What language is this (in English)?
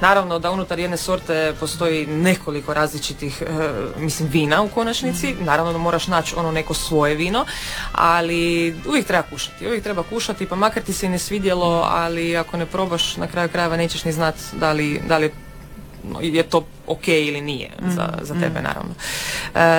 Croatian